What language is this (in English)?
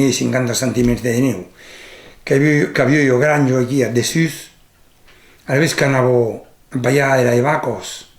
Occitan